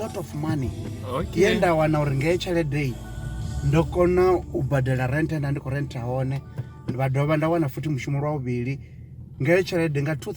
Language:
Venda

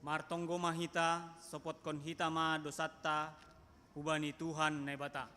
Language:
Batak Simalungun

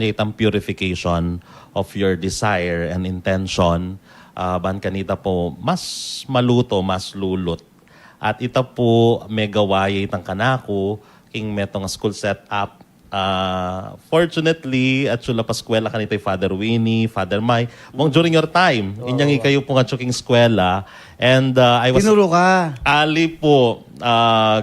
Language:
Pampanga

